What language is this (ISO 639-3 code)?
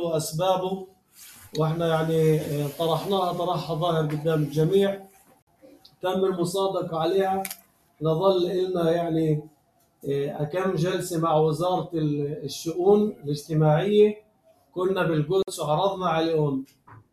apc